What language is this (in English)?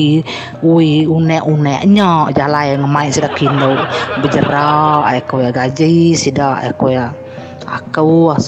Iban